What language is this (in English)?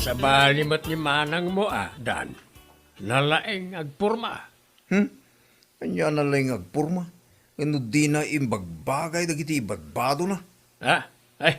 Iloko